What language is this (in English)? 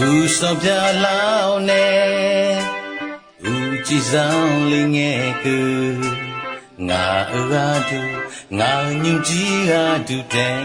Akha